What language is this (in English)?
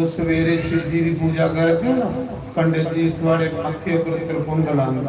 Dogri